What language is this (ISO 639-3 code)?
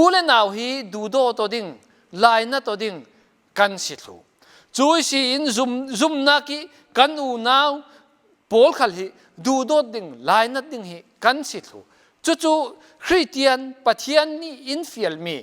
cfm